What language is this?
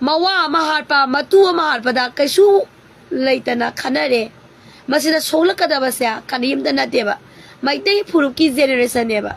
Manipuri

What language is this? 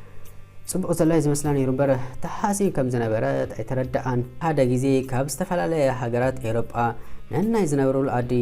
Tigrinya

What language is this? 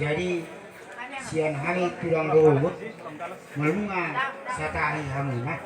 Batak Toba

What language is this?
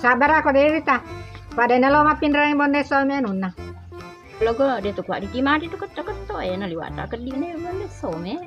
Buginese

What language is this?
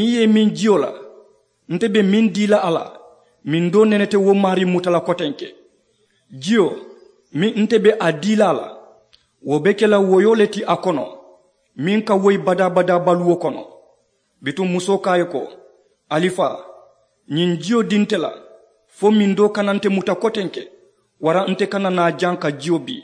Mandingo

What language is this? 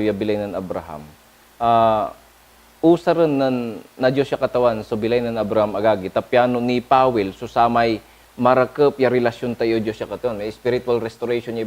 Pangasinan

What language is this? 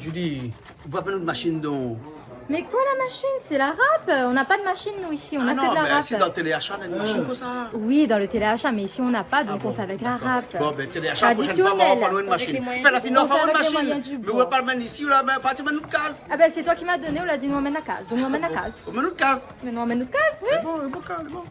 Réunion Creole French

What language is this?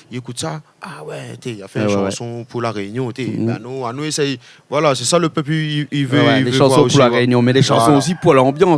Réunion Creole French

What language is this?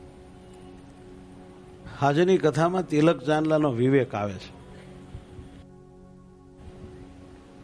Gujarati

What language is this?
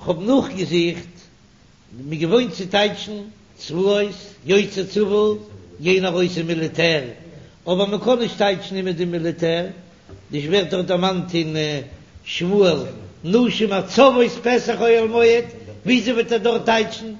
Yiddish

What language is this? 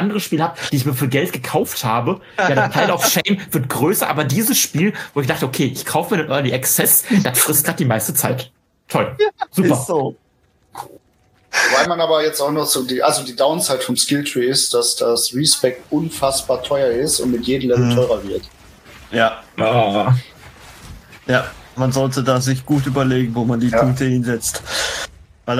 German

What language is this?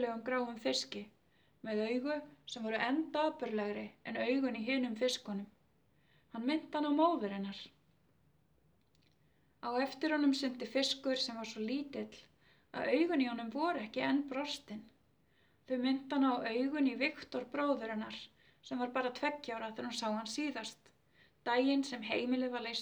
Icelandic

